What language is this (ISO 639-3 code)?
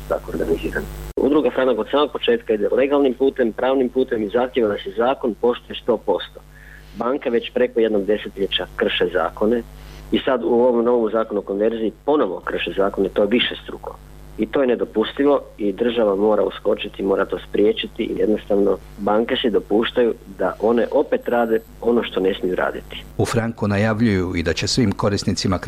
hrv